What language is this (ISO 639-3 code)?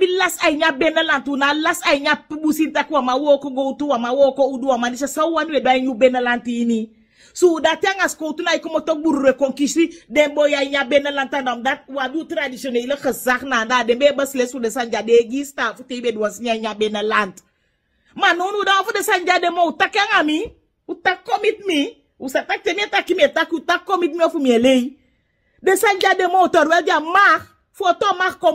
srn